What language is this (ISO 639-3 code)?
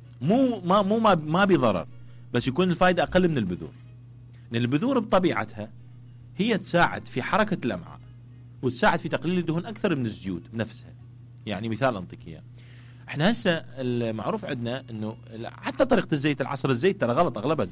acm